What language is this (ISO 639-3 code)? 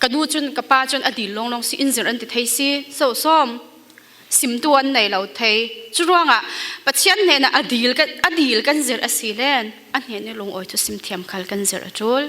cfm